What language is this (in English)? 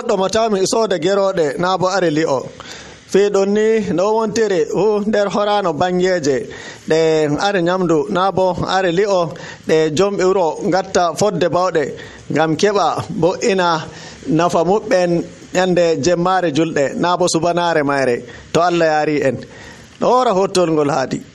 Nigerian Fulfulde